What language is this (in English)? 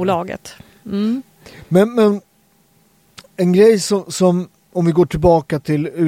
Swedish